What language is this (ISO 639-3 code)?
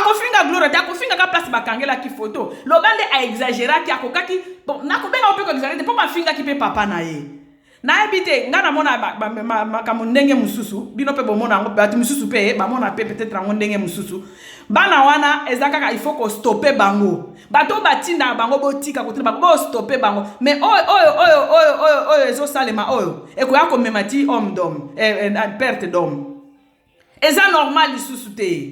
lin